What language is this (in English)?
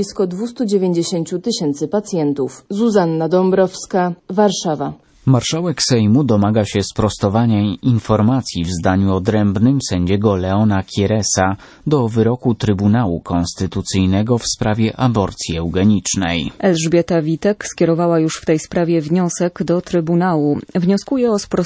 Polish